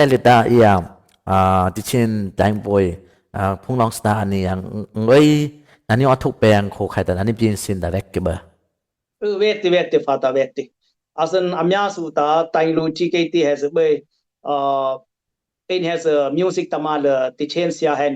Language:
Dimasa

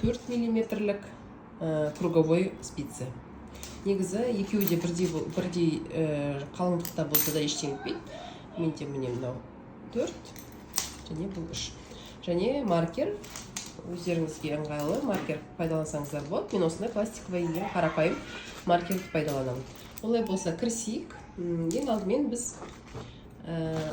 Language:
Kazakh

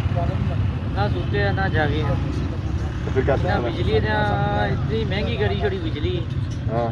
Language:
Pahari-Potwari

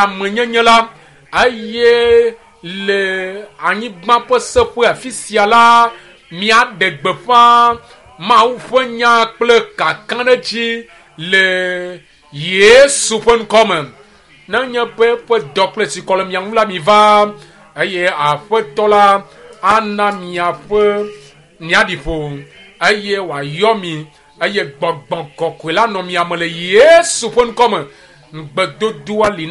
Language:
Ewe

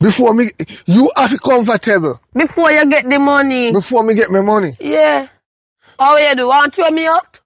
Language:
Jamaican Creole English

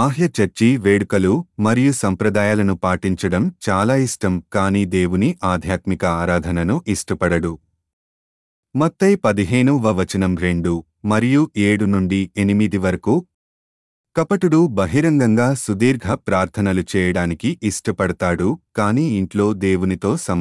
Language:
Telugu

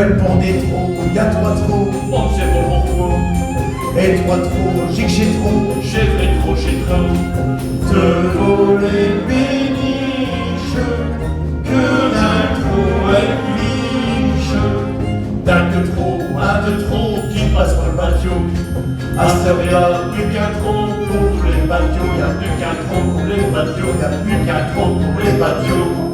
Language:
Picard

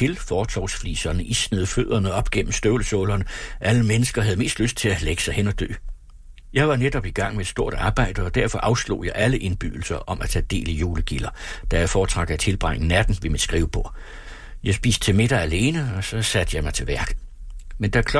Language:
Danish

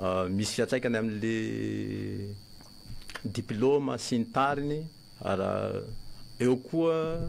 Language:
Malagasy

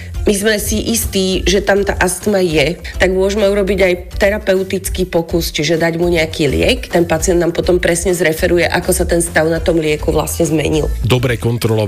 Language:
Slovak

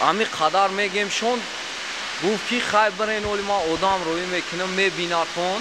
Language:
Tajik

